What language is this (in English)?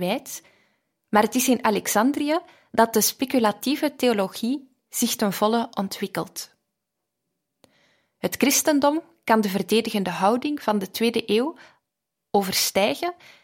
Dutch